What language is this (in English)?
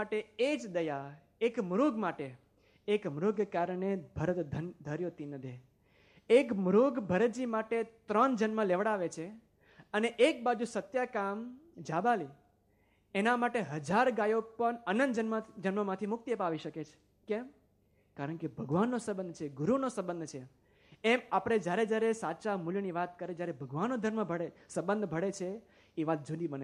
Gujarati